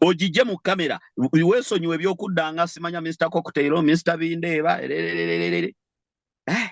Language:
Ganda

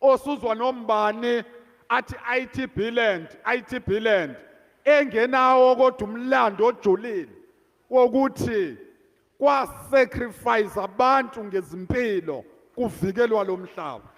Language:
Zulu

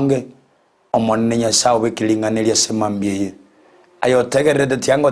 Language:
Gusii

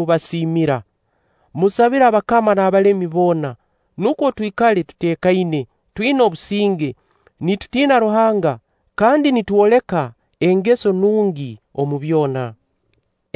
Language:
Nyankole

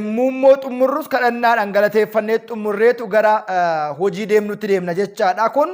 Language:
Oromo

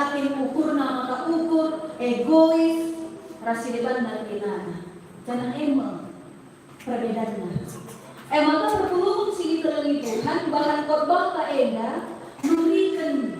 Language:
Batak Karo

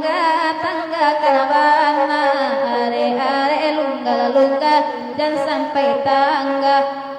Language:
Minangkabau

